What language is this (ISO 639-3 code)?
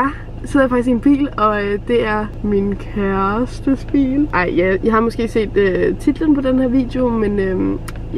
dan